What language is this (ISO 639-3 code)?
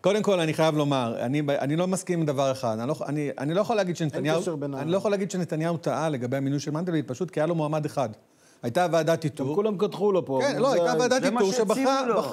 heb